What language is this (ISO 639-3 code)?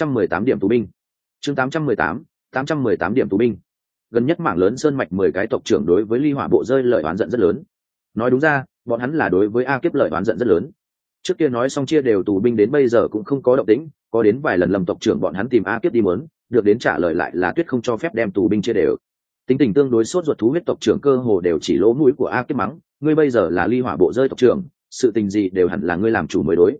vie